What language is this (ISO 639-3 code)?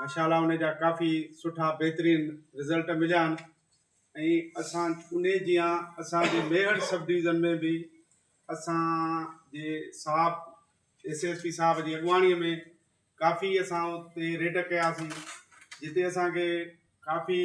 snd